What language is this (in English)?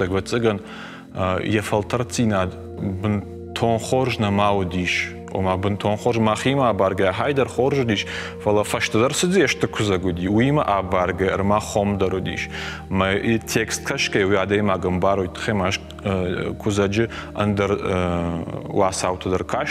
Ossetic